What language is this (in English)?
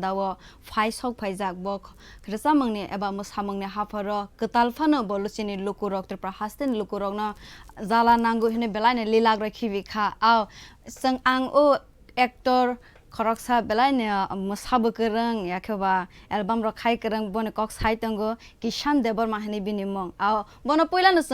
Kok Borok